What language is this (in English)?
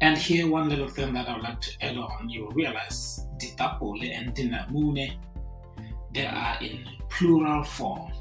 Tswana